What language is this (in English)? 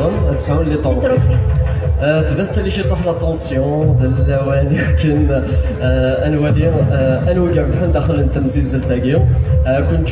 Kabyle